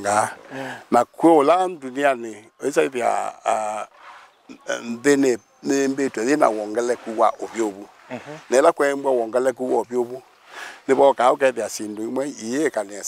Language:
Kamba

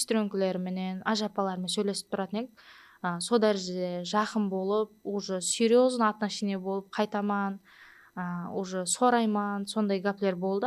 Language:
Kara-Kalpak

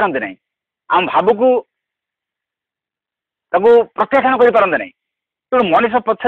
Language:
Odia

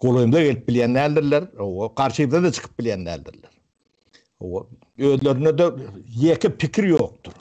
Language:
Turkmen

